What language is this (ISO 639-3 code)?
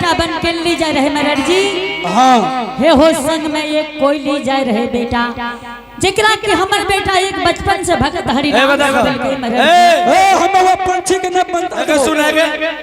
anp